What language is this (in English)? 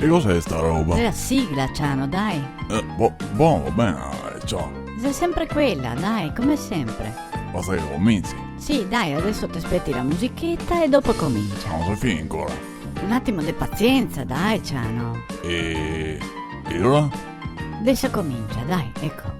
Venetian